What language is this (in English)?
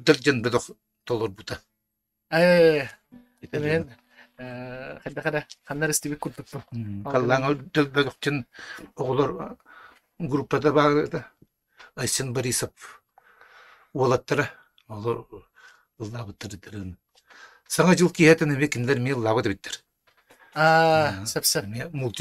Yakut